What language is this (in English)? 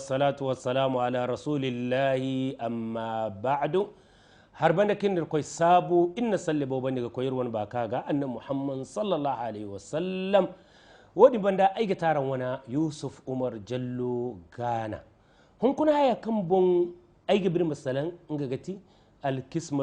Hausa